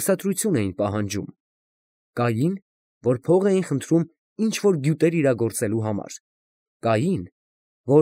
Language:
Armenian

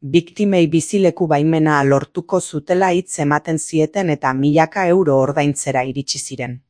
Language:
Basque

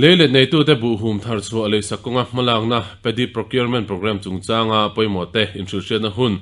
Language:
Mizo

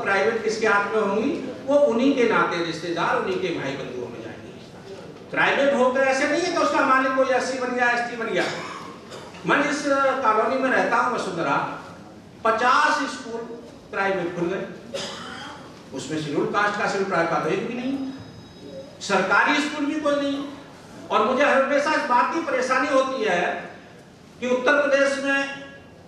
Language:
Hindi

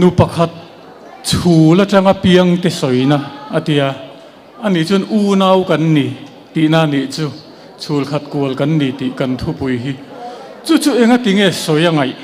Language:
Mizo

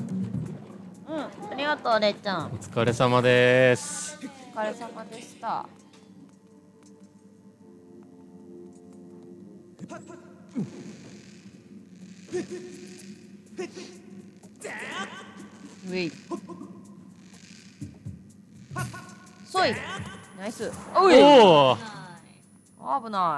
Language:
Japanese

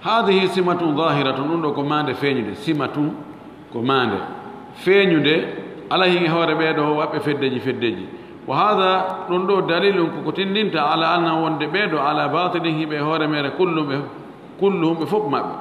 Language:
Fula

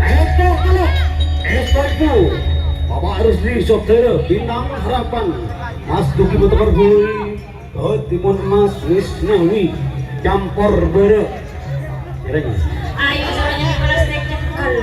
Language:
Madurese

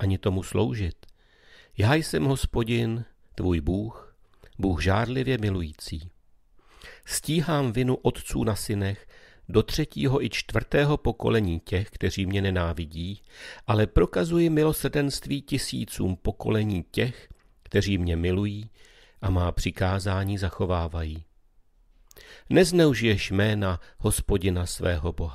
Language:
Czech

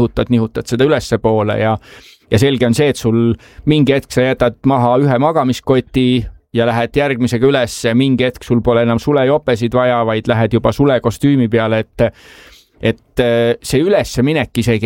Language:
Estonian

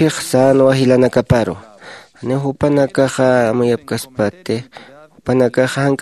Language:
Aymara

